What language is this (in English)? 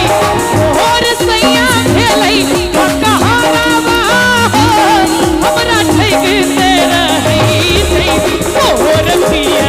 Maithili